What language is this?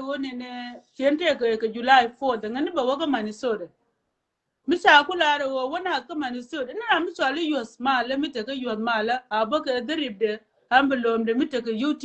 Nuer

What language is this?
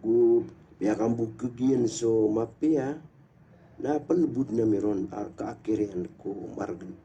Maranao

